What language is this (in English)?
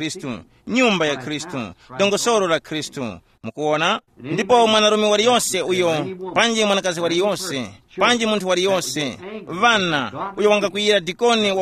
Tumbuka